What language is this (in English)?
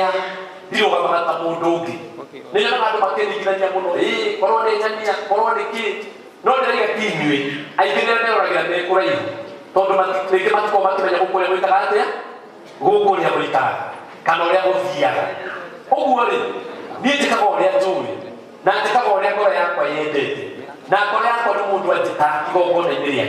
Kikuyu